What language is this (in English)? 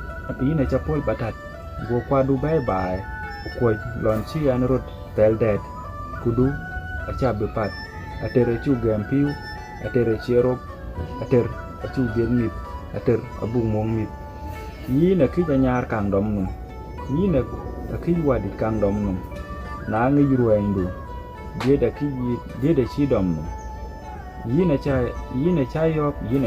Dinka